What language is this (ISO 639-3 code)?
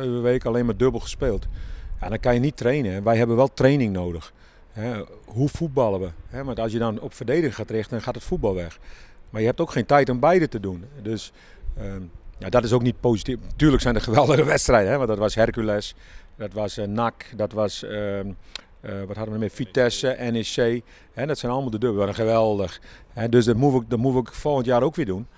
nld